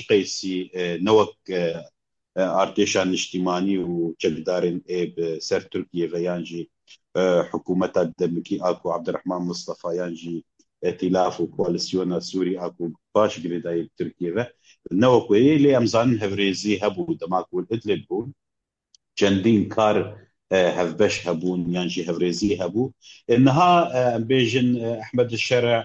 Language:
Kurdish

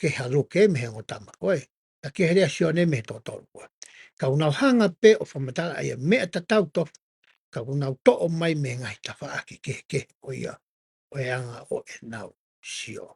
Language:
Tongan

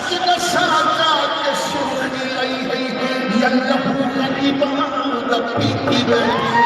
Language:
Saraiki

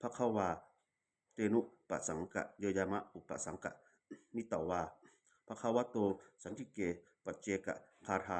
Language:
Pali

